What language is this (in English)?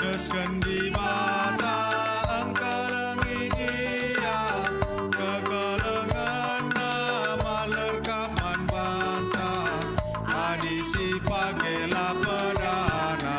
Batak Karo